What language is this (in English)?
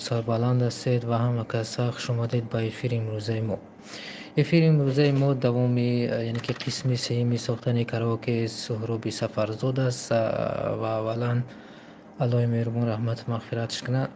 Tajik